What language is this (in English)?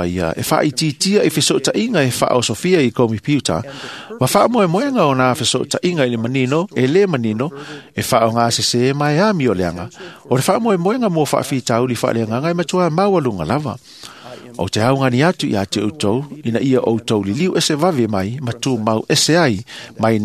Samoan